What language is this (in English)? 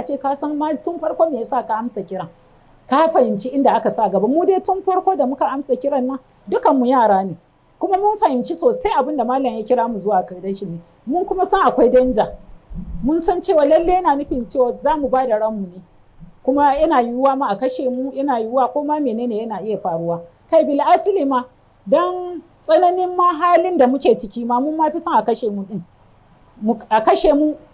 Hausa